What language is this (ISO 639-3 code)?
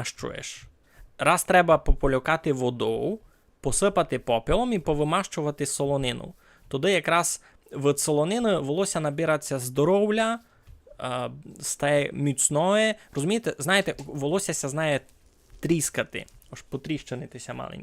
rue